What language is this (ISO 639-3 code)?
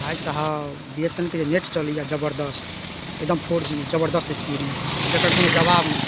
mai